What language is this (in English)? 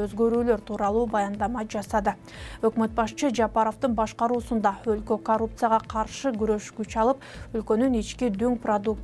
Kyrgyz